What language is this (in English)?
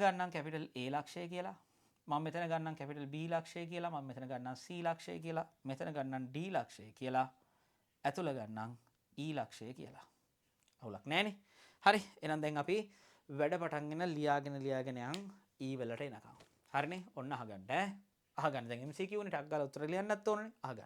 Sinhala